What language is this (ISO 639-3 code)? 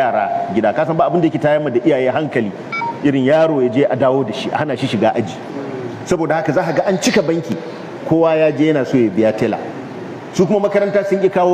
hau